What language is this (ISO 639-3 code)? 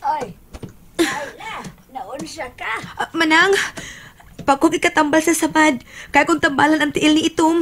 ceb